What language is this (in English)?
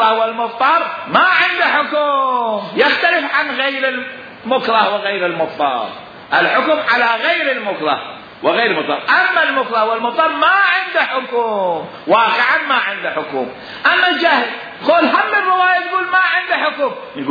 Mesopotamian Arabic